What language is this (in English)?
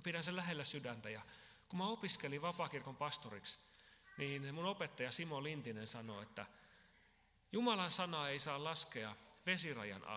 Finnish